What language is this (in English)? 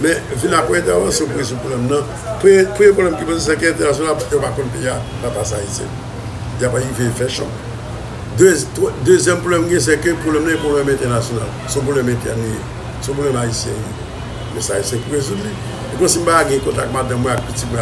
Haitian Creole